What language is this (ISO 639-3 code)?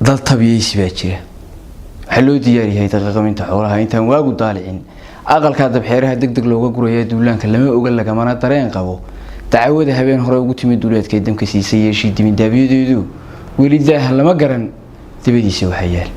som